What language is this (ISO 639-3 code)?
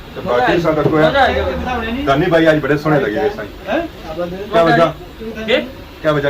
phr